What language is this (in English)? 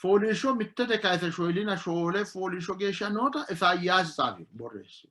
Sidamo